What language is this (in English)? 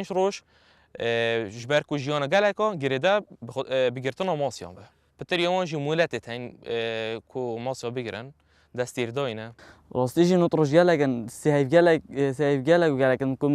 Kurdish